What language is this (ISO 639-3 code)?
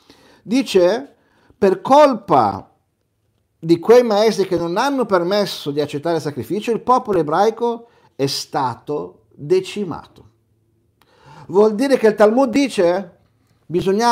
ita